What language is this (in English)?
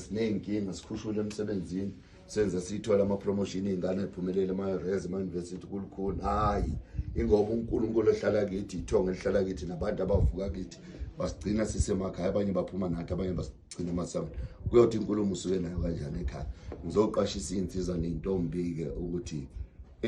Zulu